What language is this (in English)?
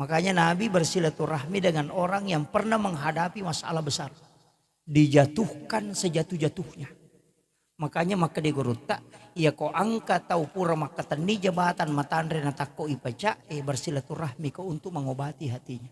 Buginese